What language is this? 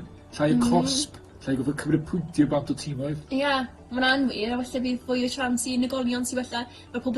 Welsh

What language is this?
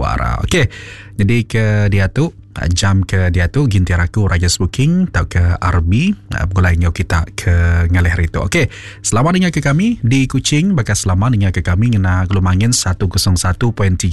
Iban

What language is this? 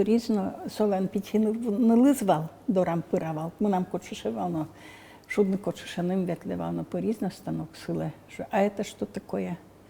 Udmurt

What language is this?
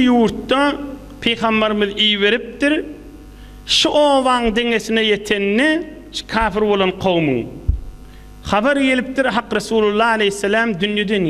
Turkmen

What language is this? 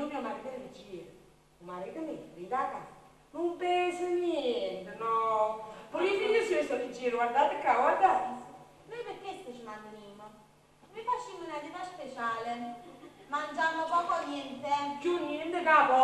Neapolitan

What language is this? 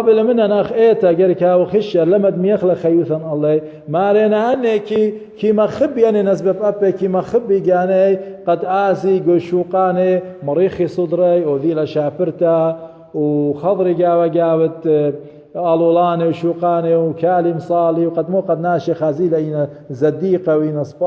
Assyrian Neo-Aramaic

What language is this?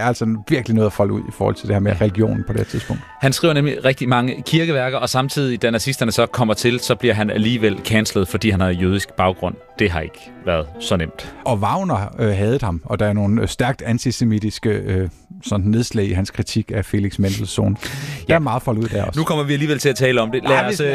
Danish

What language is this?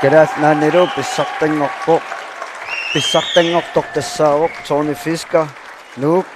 Kalaallisut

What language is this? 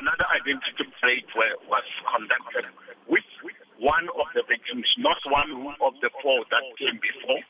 English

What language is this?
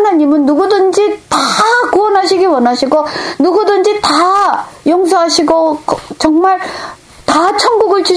Korean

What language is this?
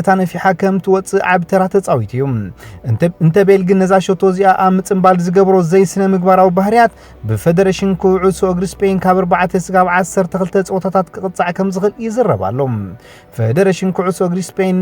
Tigrinya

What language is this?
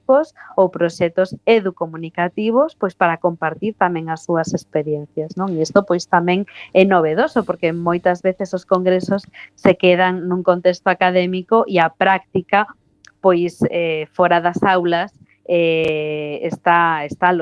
Galician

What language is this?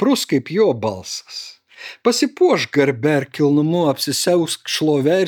Lithuanian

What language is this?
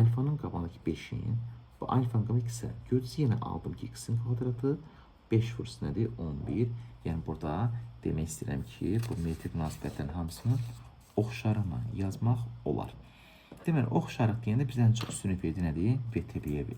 Azerbaijani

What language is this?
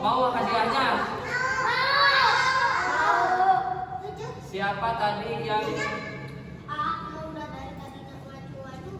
Indonesian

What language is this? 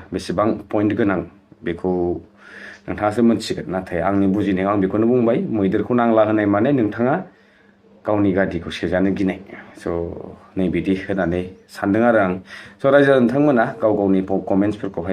Bodo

